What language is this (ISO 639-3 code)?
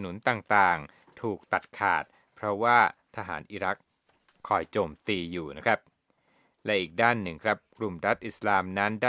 tha